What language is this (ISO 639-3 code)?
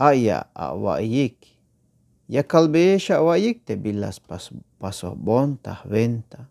tzh